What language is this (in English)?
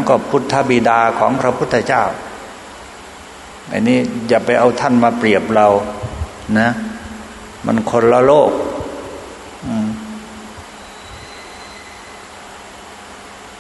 Thai